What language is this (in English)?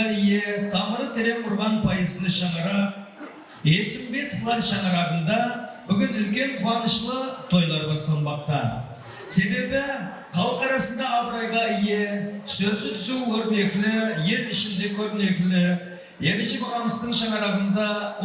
Kara-Kalpak